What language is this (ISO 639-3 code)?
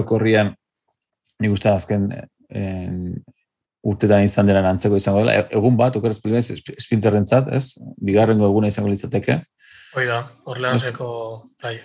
eus